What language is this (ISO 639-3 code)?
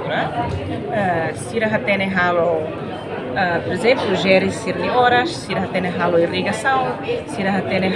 tet